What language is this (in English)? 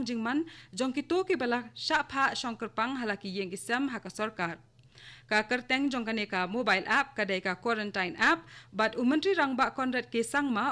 Khasi